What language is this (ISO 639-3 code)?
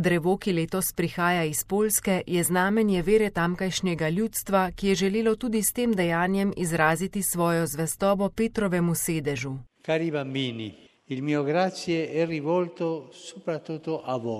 slv